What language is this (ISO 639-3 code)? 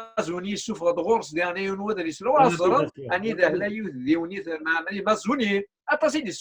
kab